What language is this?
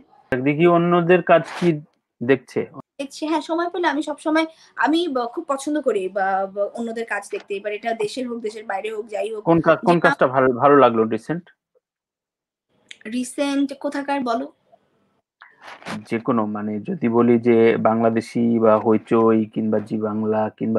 Bangla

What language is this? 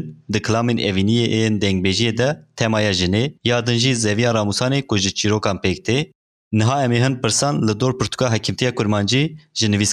Kurdish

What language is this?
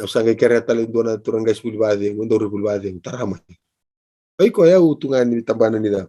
Fijian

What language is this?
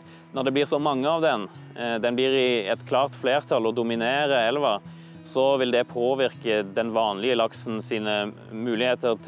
Norwegian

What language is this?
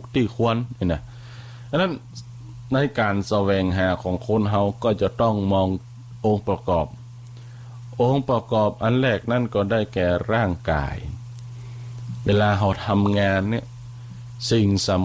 Thai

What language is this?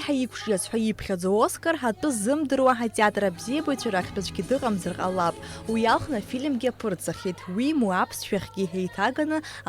Abkhazian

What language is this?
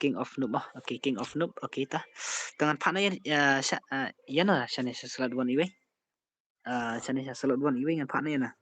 Khasi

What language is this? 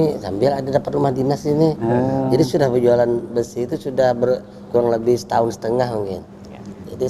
Banjar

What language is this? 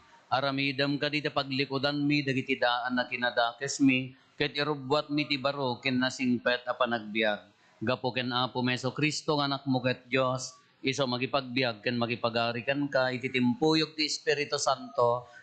Iloko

